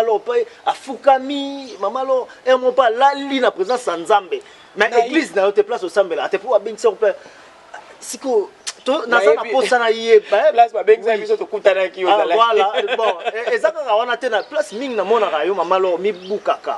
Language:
Lingala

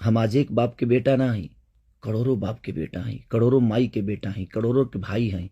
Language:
Bhojpuri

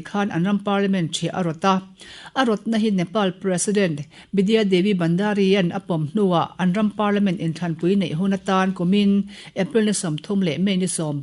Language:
Mizo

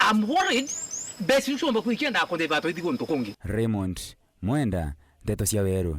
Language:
Meru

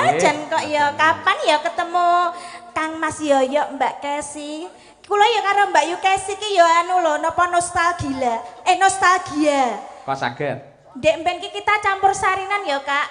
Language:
Javanese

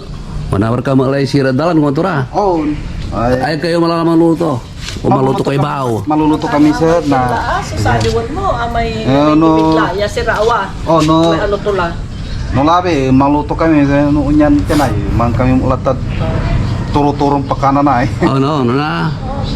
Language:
Pangasinan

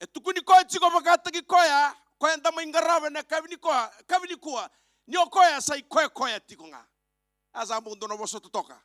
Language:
Fijian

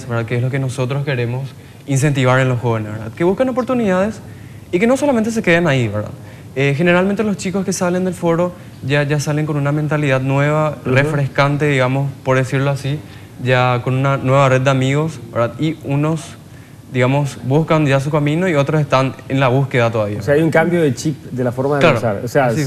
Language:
Spanish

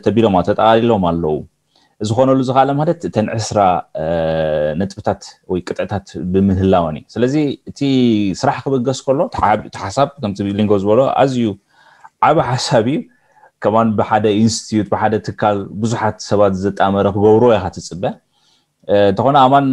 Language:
Tigrinya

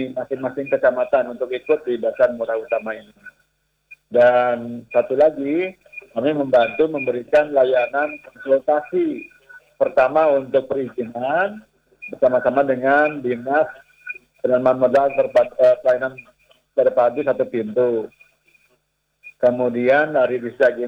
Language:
Indonesian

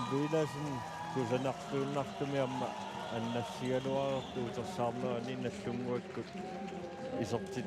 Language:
Kalaallisut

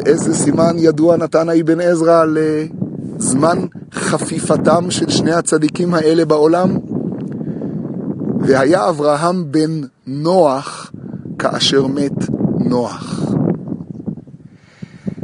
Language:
Hebrew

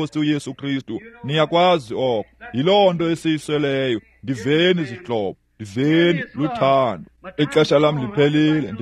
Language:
Xhosa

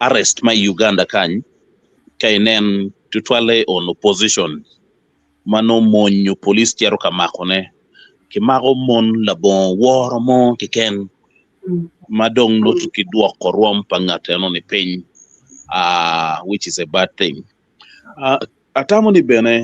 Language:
Acoli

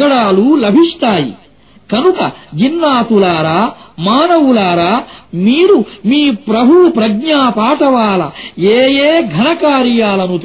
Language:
Telugu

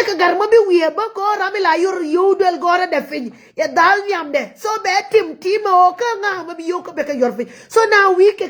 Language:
Nuer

